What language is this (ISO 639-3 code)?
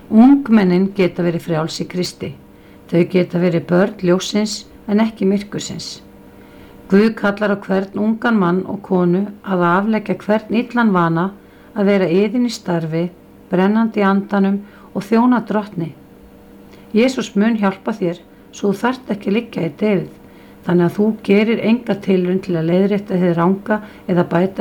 isl